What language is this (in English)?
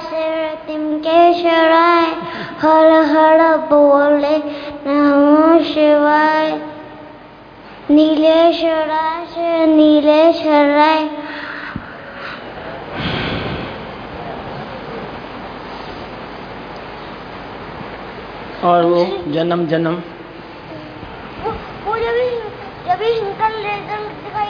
Hindi